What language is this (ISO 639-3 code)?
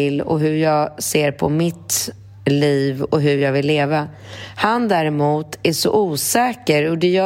swe